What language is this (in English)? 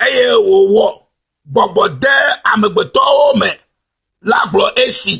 Ewe